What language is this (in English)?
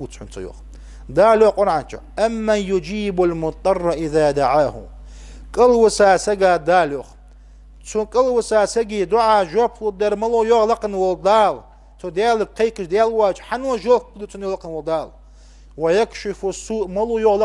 Ingush